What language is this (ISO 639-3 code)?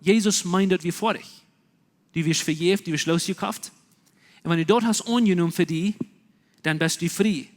pdt